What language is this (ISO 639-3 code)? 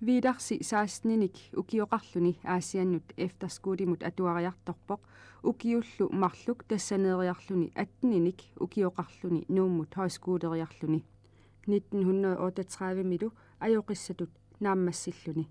kal